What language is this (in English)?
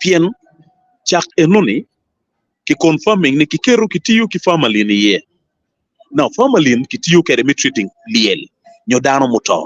Acoli